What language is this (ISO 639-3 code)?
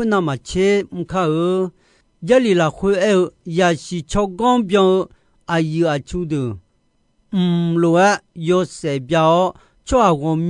ahk